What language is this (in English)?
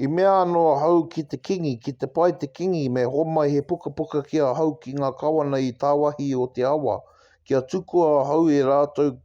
Māori